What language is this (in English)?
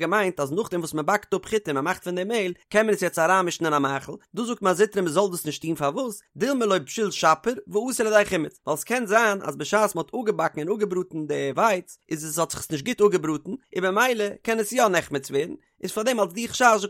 Yiddish